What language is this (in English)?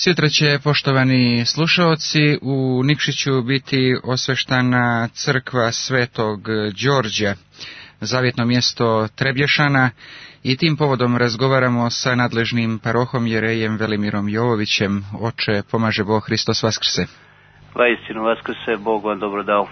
Serbian